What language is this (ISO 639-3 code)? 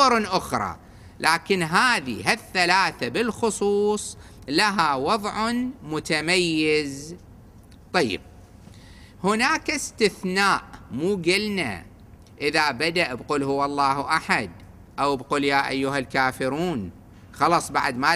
ara